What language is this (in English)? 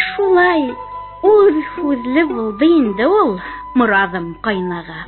Bashkir